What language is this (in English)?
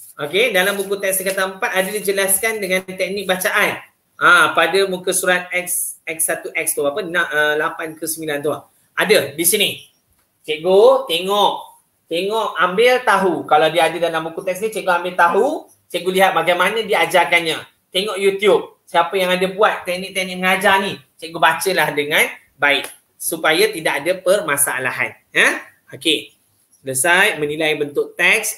Malay